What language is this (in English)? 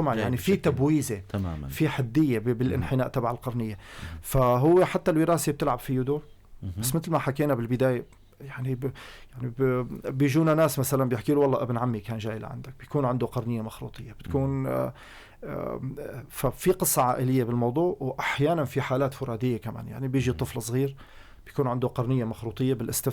North Levantine Arabic